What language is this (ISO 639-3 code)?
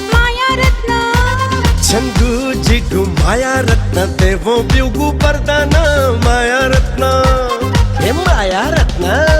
new